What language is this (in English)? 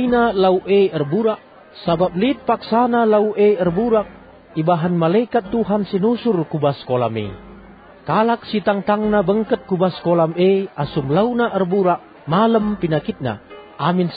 Batak Karo